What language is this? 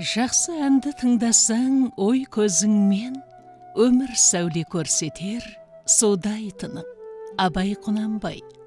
Kazakh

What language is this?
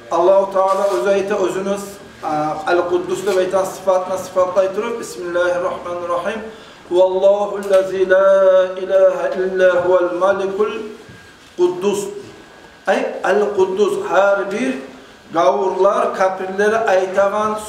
Kumyk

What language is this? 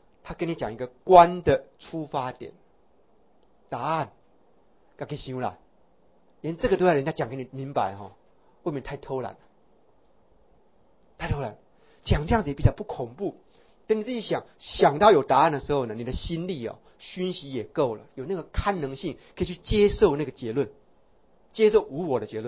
Chinese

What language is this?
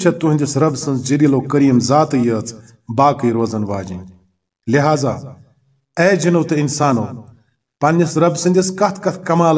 Kashmiri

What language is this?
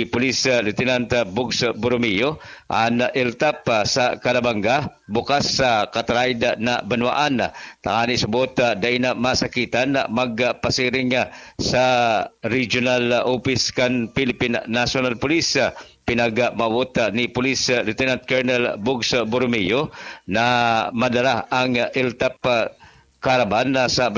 Bikol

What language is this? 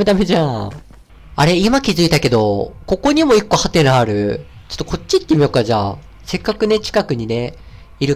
Japanese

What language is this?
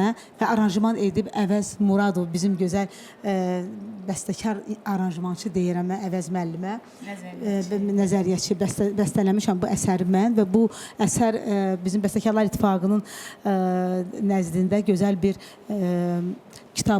Azerbaijani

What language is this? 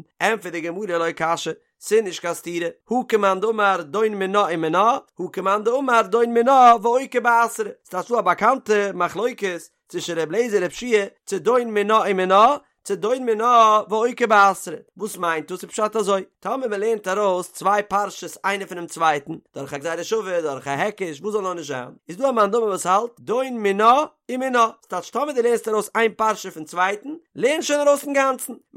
Yiddish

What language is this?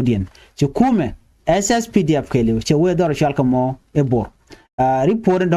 Nuer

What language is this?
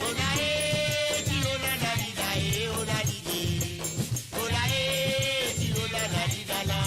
Morisyen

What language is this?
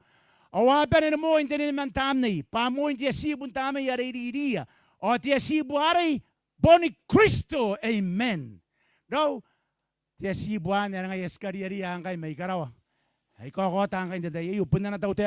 Gilbertese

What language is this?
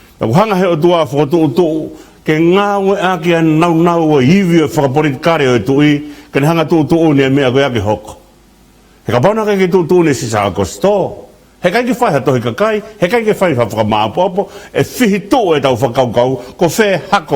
Tongan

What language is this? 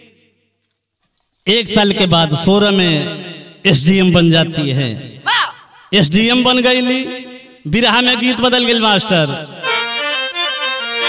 Bhojpuri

